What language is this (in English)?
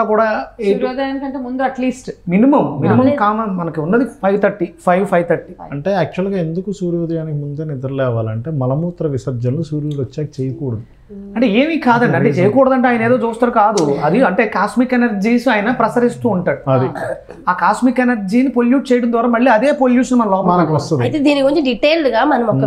Telugu